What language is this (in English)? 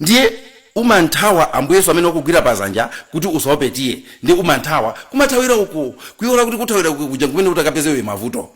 Nyanja